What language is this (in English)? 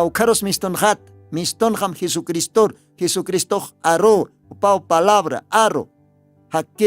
Aymara